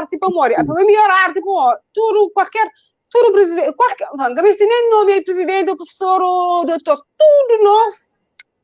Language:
Kabuverdianu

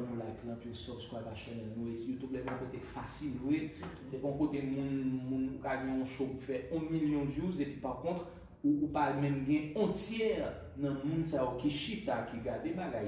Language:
Haitian Creole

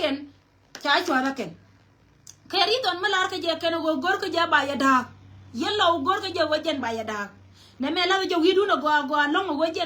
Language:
Nuer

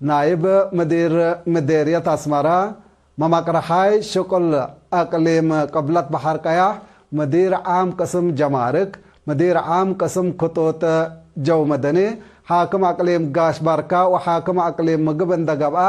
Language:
Tigre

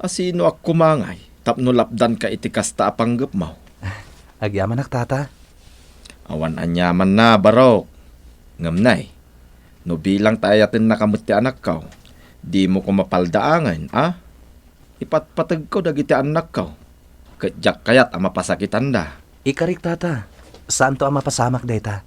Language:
Iloko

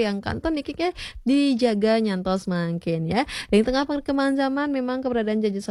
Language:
Balinese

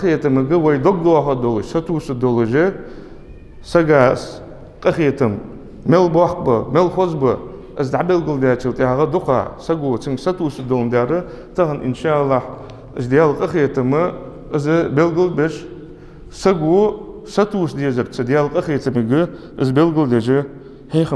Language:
Ingush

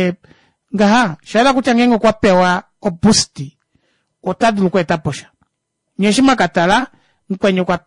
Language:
Kuanyama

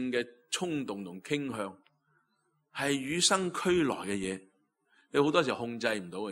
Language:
Cantonese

